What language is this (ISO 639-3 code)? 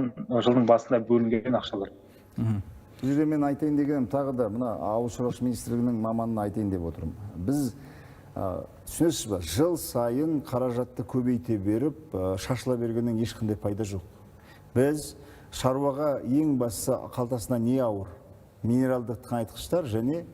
kaz